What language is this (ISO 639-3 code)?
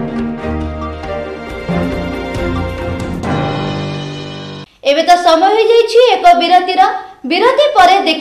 ori